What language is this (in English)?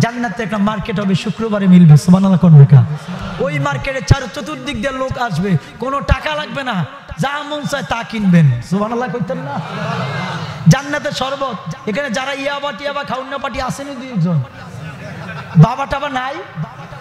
Bangla